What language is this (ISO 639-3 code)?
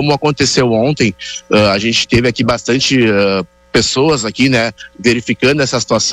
por